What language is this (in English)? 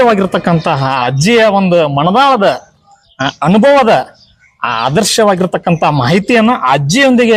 Kannada